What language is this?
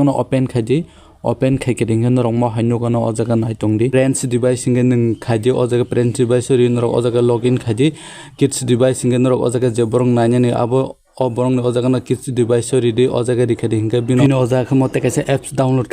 Kok Borok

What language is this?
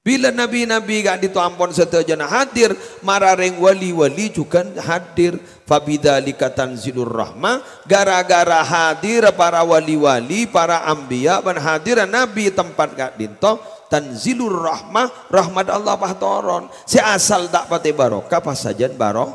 Madurese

